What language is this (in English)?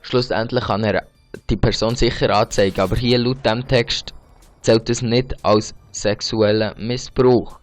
Swiss German